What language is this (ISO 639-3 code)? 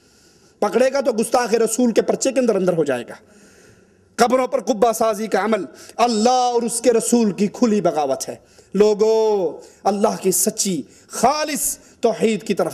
urd